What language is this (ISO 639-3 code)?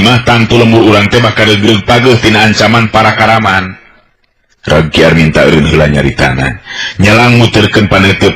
sun